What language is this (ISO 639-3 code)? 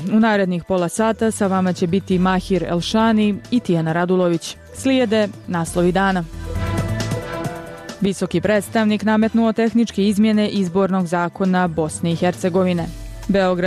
bos